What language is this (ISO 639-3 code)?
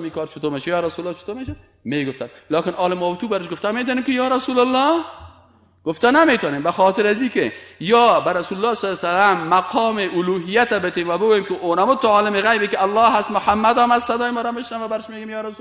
fas